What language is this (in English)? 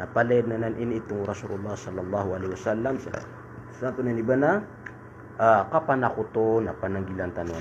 Maranao